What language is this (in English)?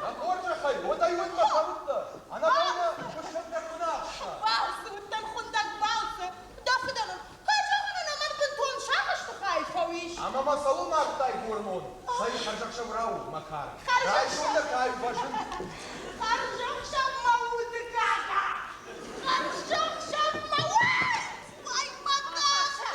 Ossetic